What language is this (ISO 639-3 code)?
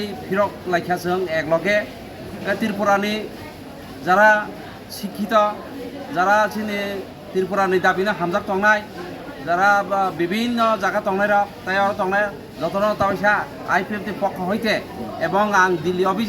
trp